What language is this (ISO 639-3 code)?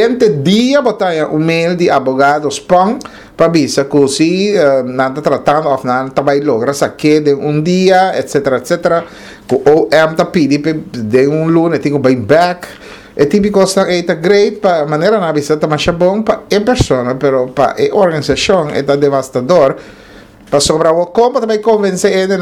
pap